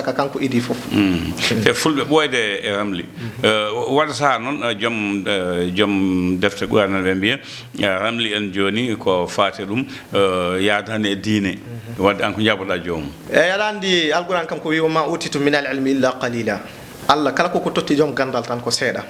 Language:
Fula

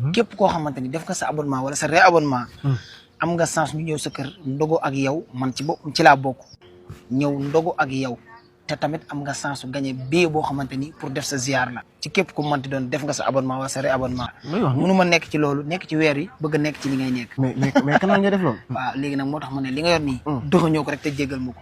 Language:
Wolof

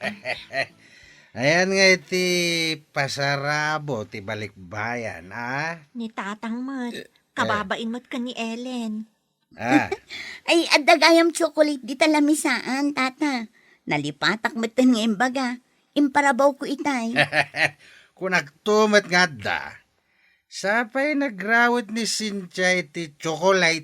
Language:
Iloko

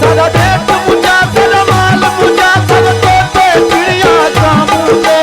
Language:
Saraiki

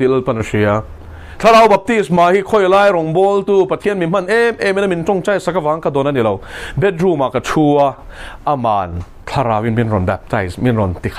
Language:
Mizo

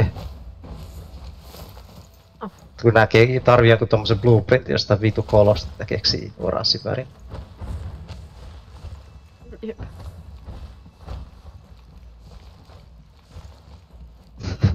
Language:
Finnish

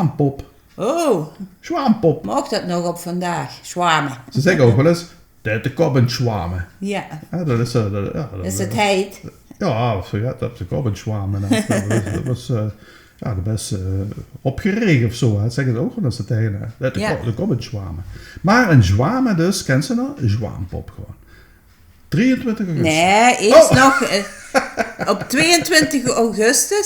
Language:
Limburgish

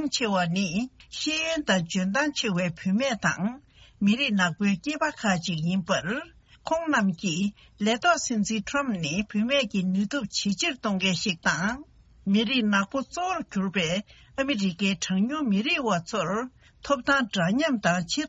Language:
Tibetan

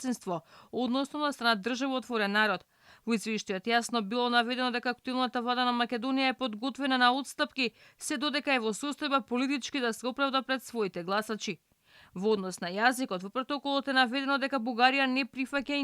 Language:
Macedonian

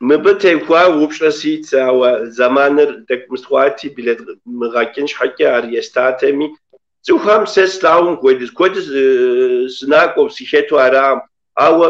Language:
Kabardian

